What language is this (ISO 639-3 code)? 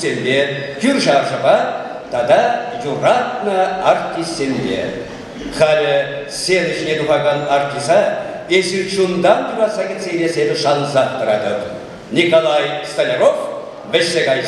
chv